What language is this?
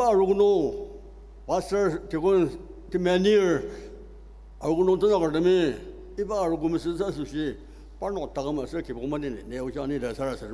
Ao Naga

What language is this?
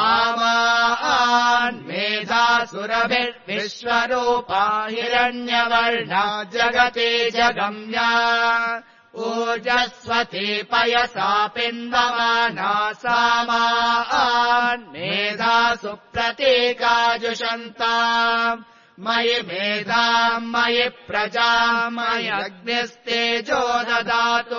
Sanskrit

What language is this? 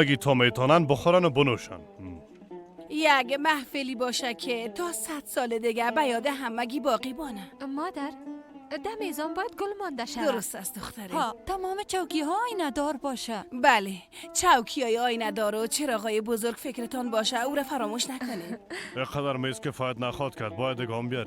Persian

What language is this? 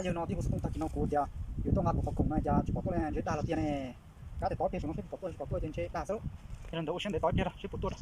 Hmong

